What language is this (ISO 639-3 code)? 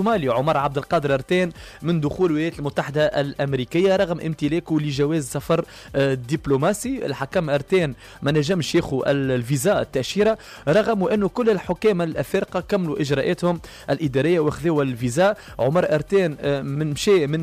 aeb